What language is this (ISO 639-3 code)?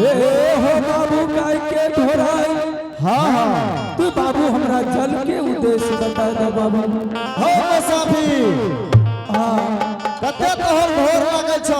anp